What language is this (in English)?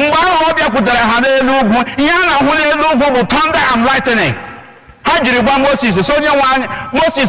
Igbo